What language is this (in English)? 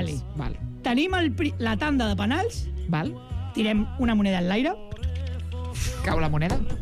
Catalan